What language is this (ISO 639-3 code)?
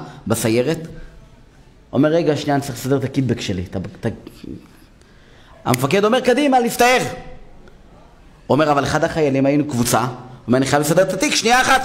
heb